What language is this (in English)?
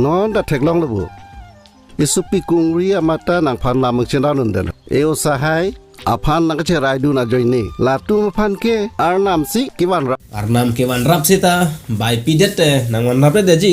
Karbi